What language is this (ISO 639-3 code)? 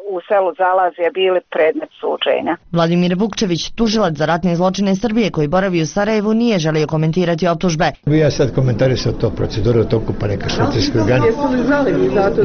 bos